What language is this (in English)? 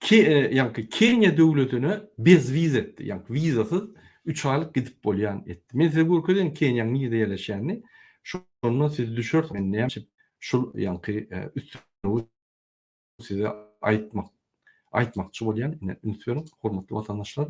Turkmen